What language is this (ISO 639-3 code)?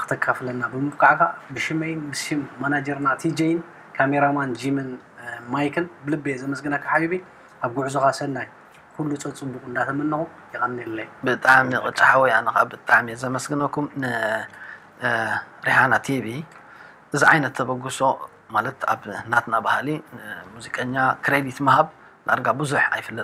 tir